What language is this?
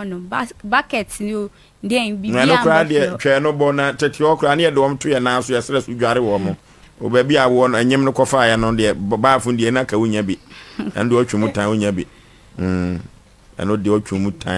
Akan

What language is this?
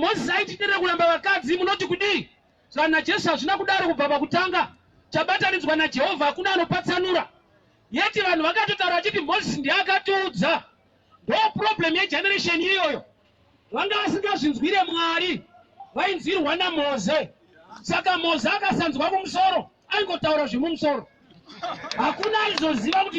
Shona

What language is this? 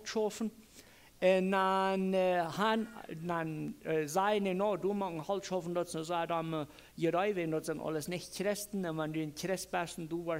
Plautdietsch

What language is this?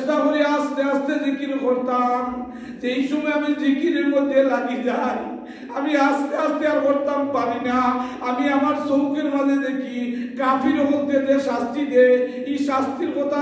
Sylheti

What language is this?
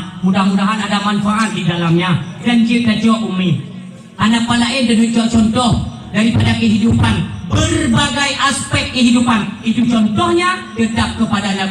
Achinese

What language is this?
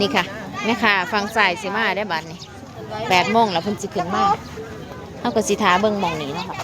Northeastern Thai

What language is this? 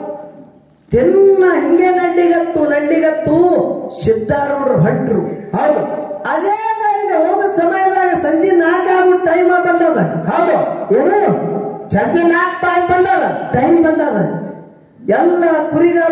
Kannada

